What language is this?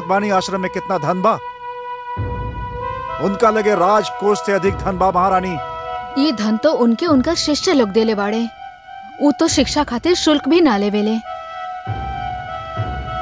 Bhojpuri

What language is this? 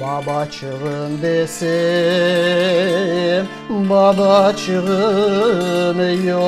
Crimean Tatar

